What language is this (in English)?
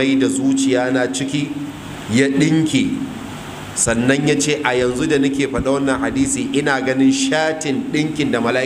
Hausa